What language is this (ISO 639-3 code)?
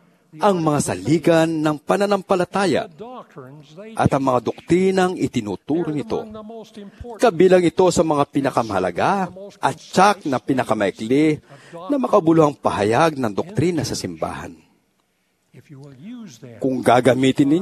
fil